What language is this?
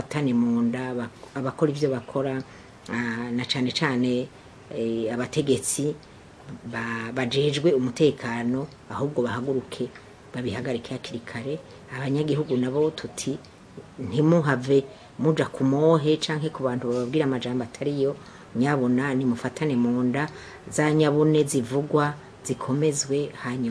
Rundi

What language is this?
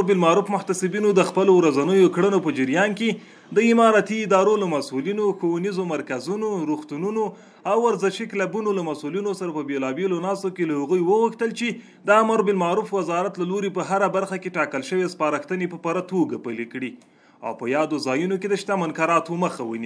Pashto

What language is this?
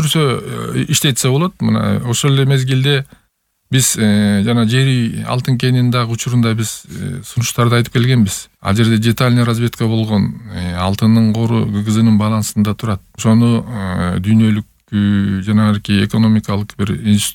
Kyrgyz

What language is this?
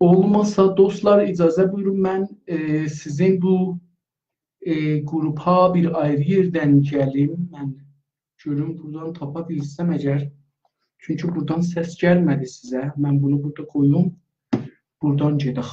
South Azerbaijani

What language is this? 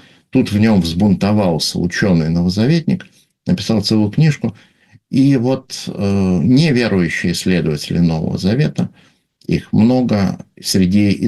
Russian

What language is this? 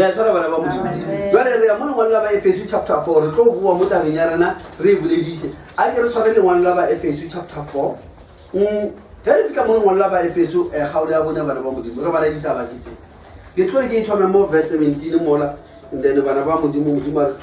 Northern Sotho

